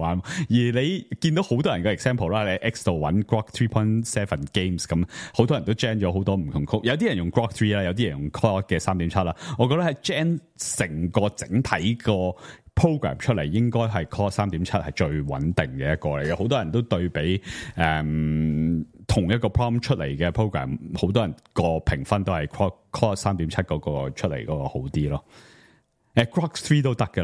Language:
Cantonese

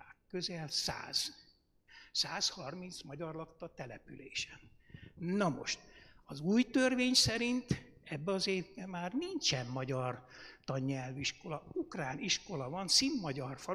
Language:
Hungarian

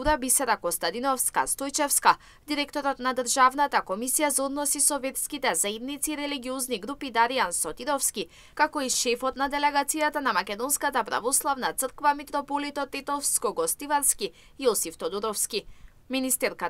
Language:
Macedonian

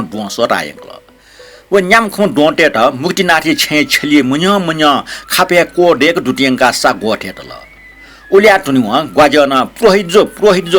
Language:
Newari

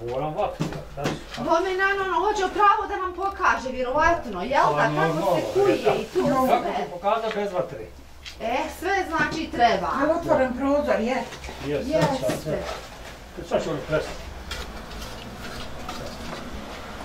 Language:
Bosnian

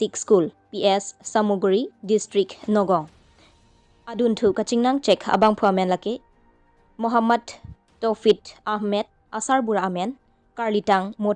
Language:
Karbi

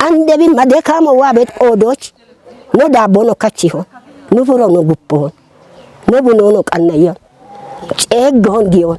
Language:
Kafa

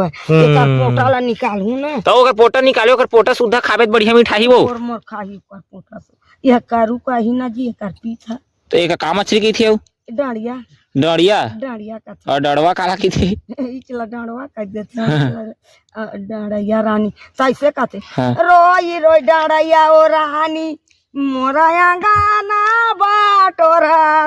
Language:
Chhattisgarhi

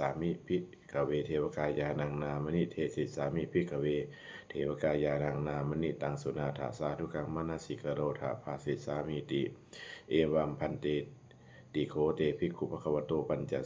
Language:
Pali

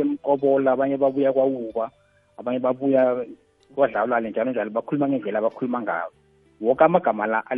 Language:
South Ndebele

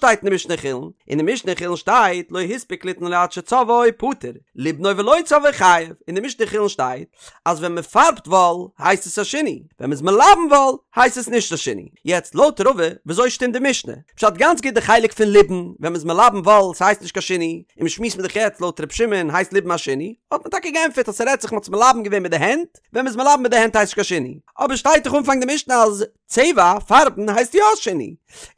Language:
Yiddish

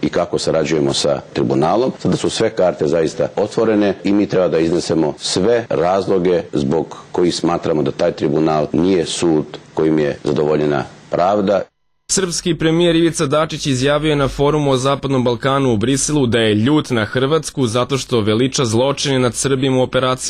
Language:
Serbian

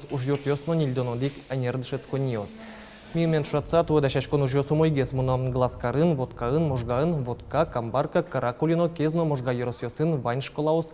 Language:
Udmurt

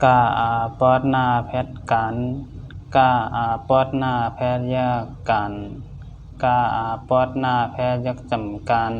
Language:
Shan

